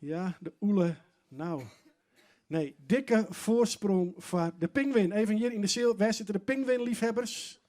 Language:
Western Frisian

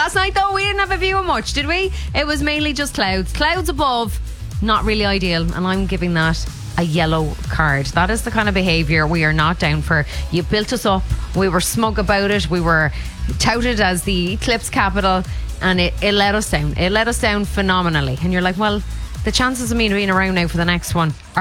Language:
English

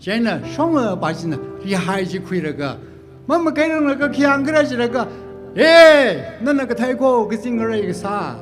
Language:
Tangkhul Naga (India)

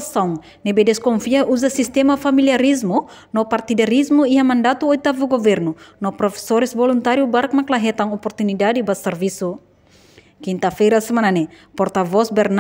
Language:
Tetum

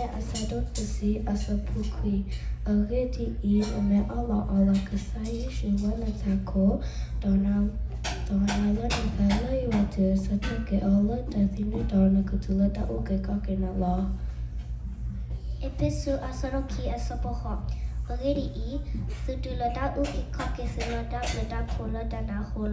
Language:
S'gaw Karen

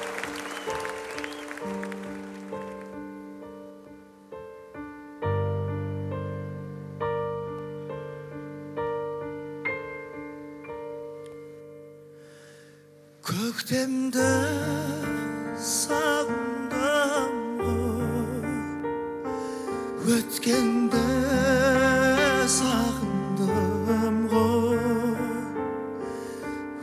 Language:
Kazakh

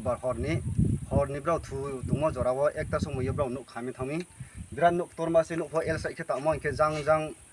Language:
Riang (India)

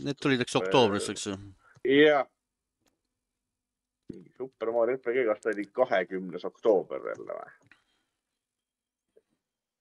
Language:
Estonian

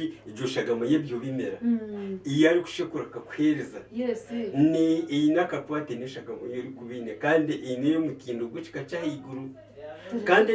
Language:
Nyankole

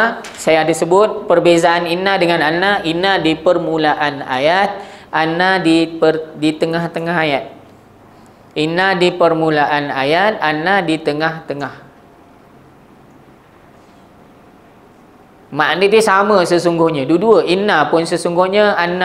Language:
Malay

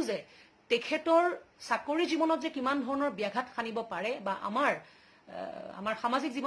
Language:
Assamese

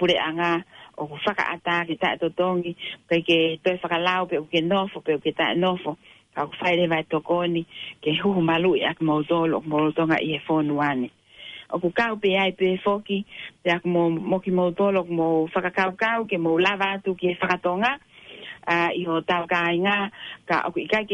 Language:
Tongan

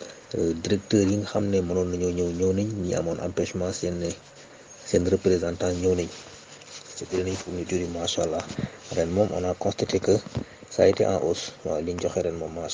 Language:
Wolof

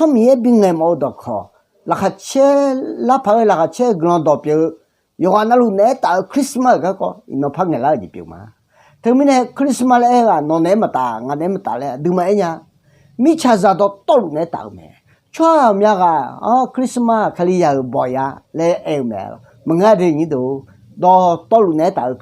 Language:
Akha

